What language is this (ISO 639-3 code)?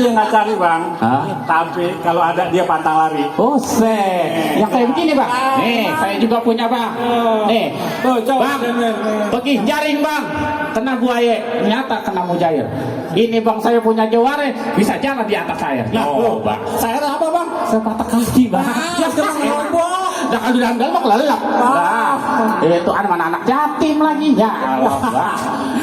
bew